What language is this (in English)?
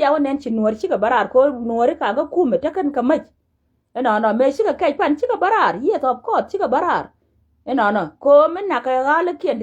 Nuer